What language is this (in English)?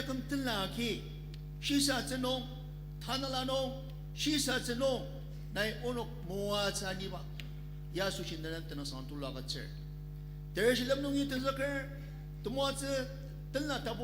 Ao Naga